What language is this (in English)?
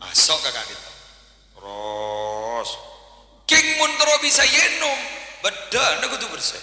Madurese